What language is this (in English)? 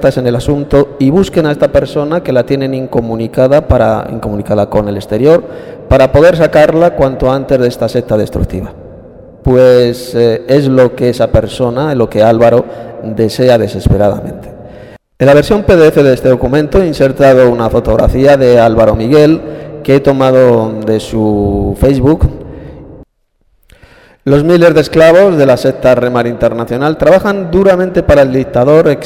Spanish